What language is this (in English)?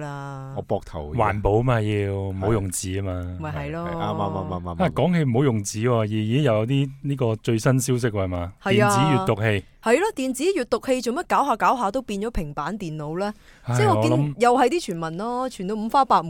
Cantonese